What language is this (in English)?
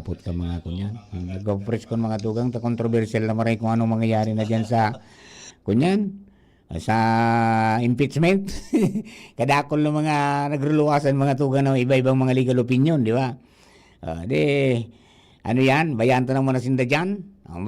Bikol